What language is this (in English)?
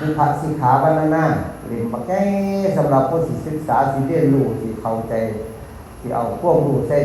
Northeastern Thai